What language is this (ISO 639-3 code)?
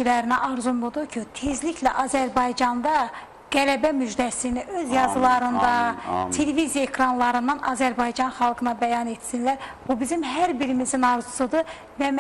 aze